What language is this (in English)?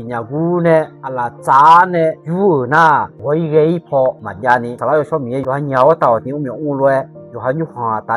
Akha